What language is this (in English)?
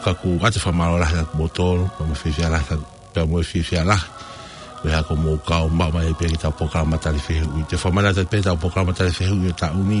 Tongan